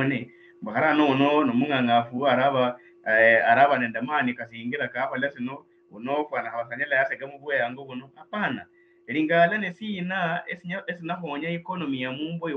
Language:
Luyia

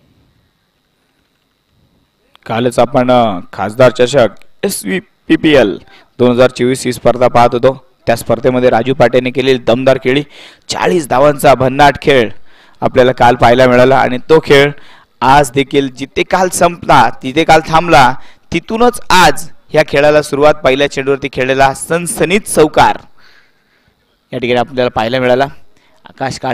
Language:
Marathi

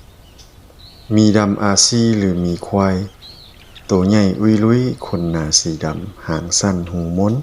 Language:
Lao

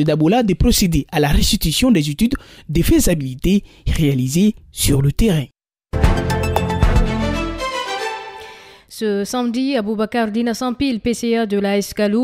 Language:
French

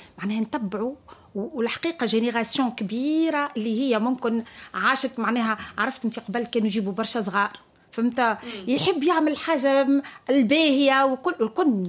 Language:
Tunisian Arabic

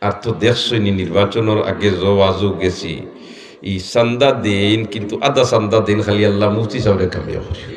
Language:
Sylheti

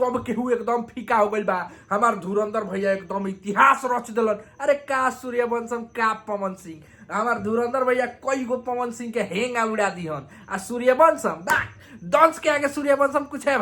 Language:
Bhojpuri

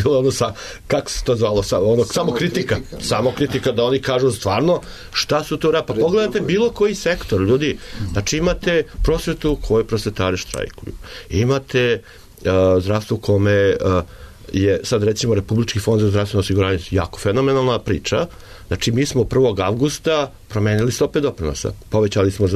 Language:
Serbian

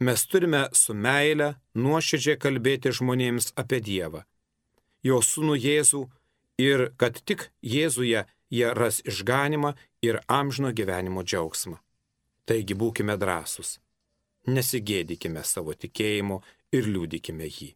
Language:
Lithuanian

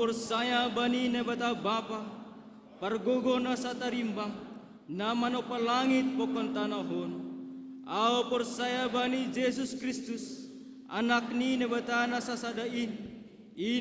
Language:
Batak Simalungun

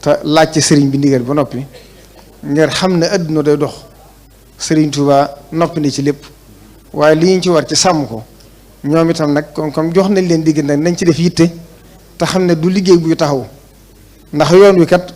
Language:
Wolof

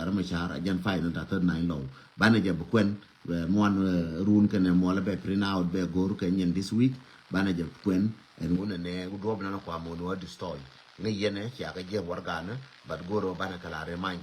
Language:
Nuer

